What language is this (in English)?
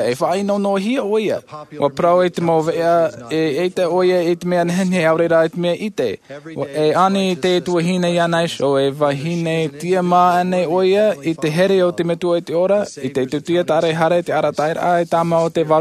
Tahitian